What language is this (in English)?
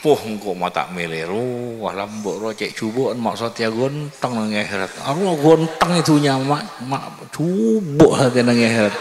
Madurese